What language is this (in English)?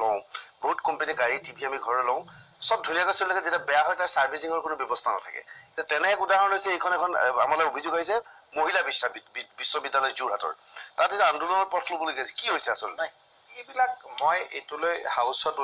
Assamese